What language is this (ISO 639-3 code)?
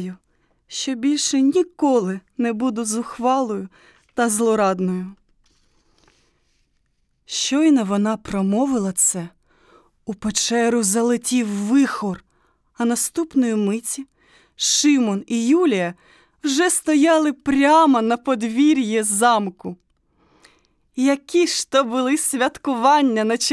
ukr